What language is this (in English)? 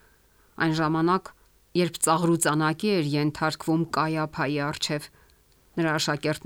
Armenian